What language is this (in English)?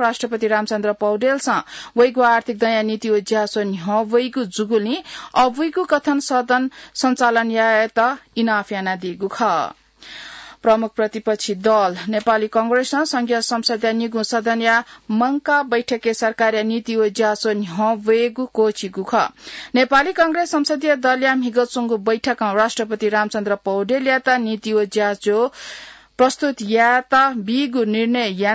Newari